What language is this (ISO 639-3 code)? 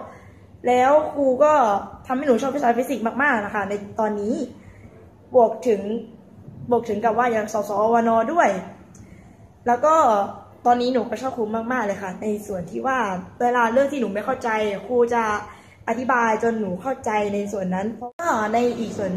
tha